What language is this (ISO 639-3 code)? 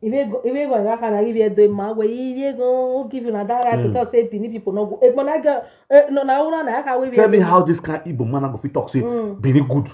pcm